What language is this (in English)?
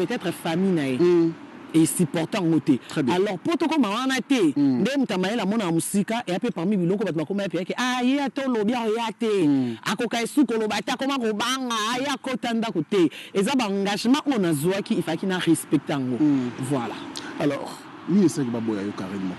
Lingala